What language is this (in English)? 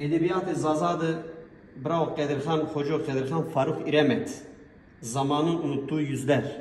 Zaza